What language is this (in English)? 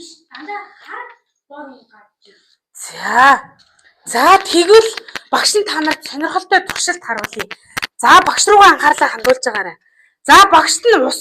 Mongolian